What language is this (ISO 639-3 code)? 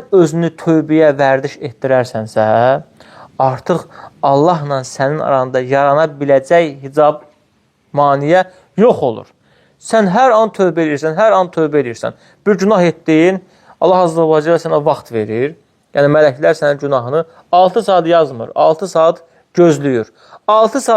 aze